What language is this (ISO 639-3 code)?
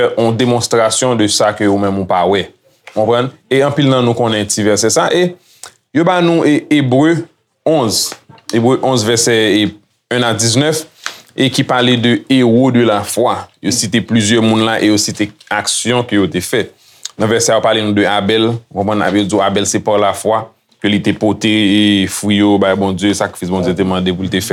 hat